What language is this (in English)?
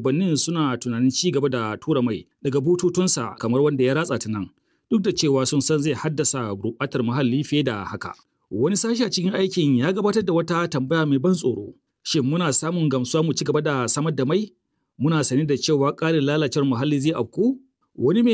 Hausa